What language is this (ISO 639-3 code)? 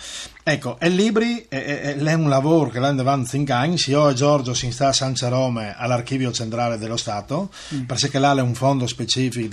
fur